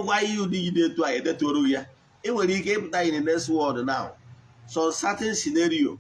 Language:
Igbo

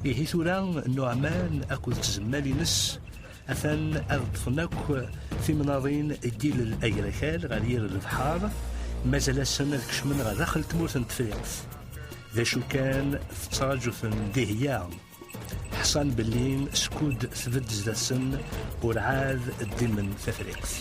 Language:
Kabyle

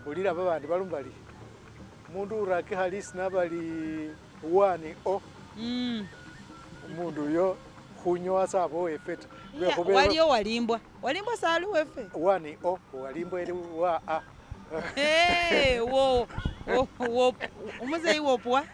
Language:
Masaaba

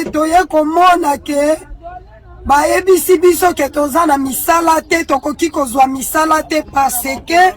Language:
Lingala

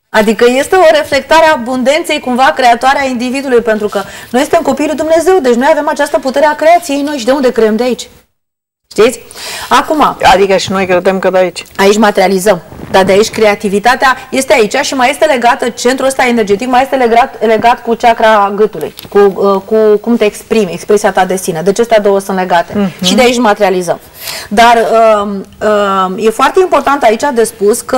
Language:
Romanian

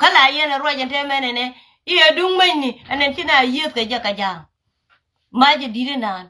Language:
Nuer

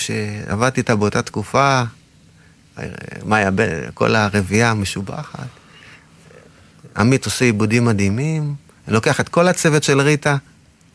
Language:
Hebrew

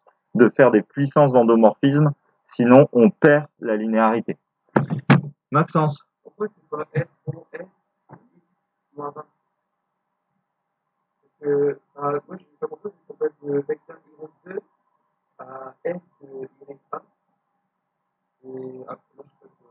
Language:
French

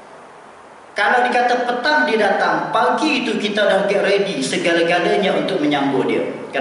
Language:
Malay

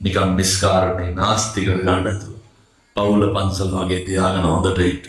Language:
Sinhala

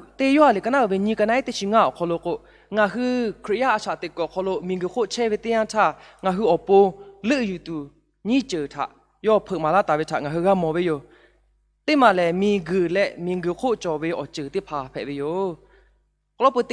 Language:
Lahu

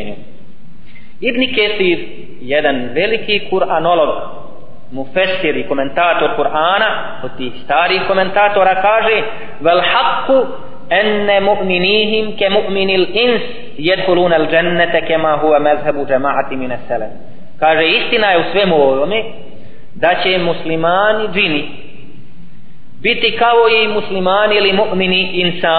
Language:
Bosnian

